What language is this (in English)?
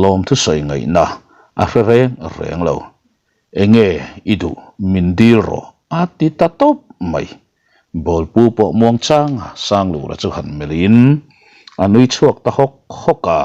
Mizo